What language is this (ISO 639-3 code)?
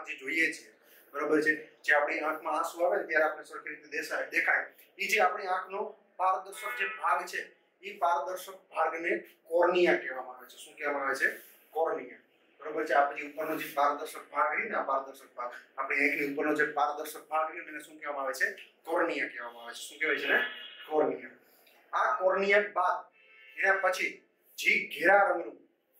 guj